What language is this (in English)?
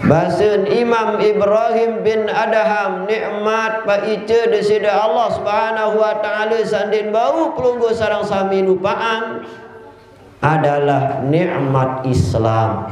Sasak